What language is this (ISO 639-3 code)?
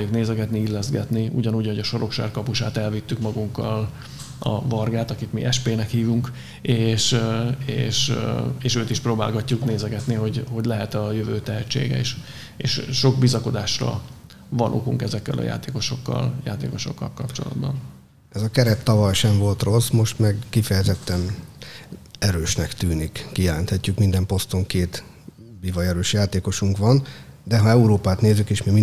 hun